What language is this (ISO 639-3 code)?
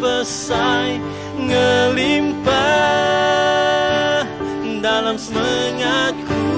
iba